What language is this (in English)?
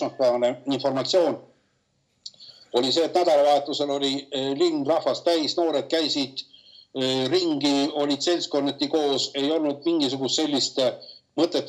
Estonian